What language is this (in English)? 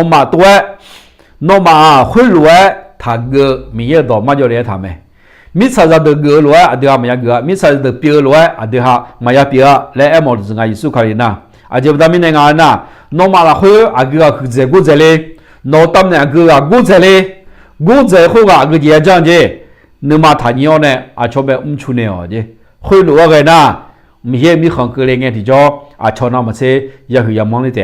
Akha